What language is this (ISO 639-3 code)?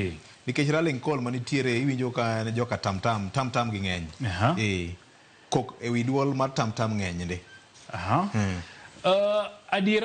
luo